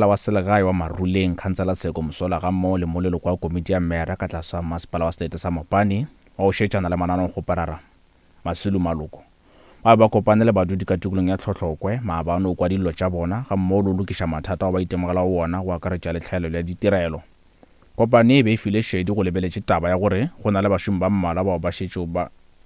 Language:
Northern Sotho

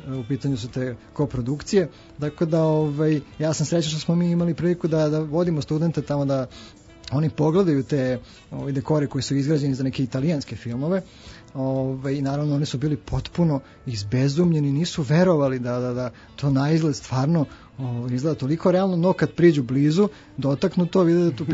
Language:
Serbian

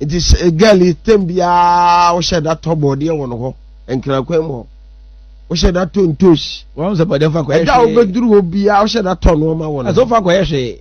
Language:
Akan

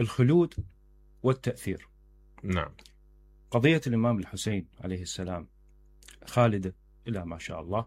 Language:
Mesopotamian Arabic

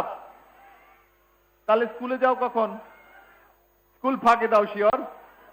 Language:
Bangla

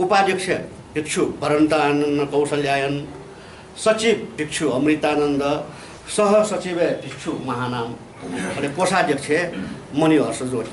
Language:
Newari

